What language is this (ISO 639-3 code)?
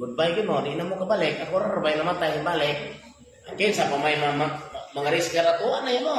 ceb